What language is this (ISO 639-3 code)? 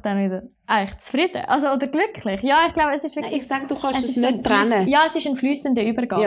deu